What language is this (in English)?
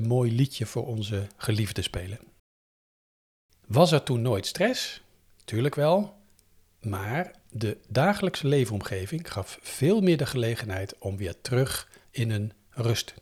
Dutch